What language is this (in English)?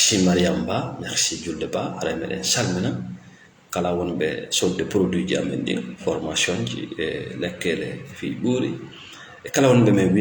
Fula